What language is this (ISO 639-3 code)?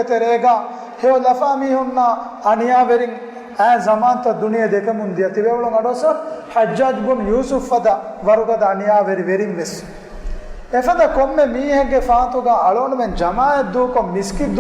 div